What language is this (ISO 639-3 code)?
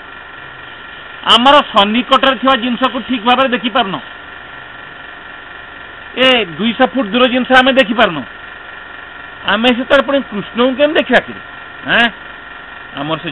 ori